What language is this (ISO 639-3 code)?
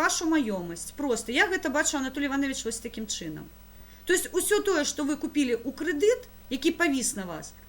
bel